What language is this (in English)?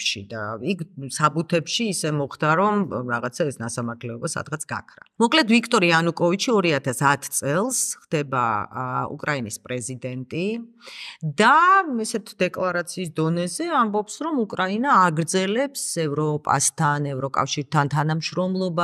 Georgian